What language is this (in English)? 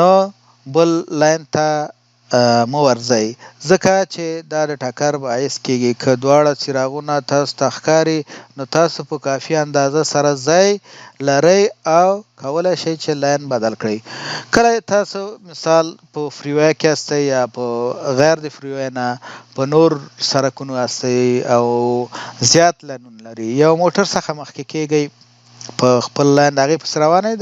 Pashto